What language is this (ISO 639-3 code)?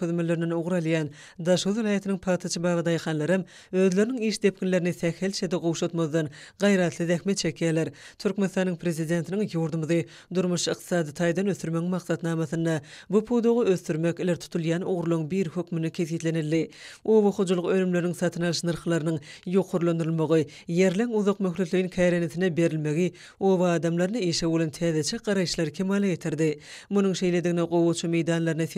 tuk